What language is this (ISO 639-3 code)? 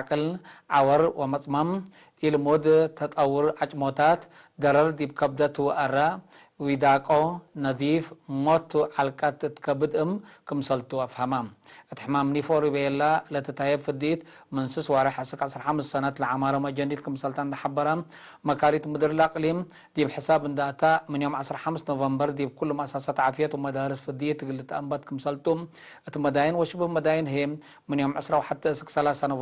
tig